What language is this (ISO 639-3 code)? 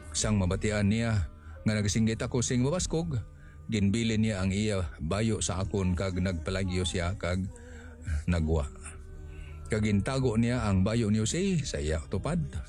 hil